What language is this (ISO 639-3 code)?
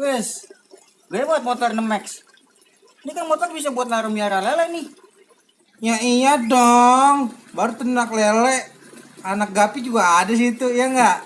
bew